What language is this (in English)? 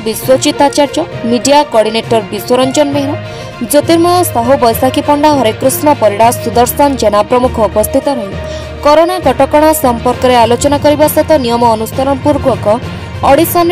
Odia